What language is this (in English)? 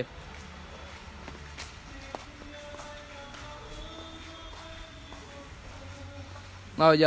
Vietnamese